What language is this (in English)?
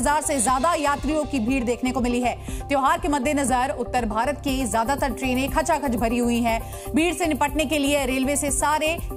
Hindi